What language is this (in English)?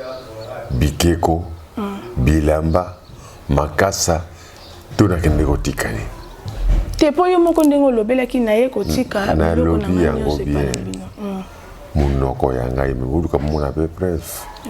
Lingala